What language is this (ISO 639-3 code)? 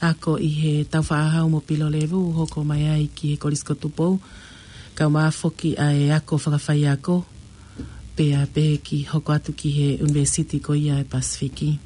ton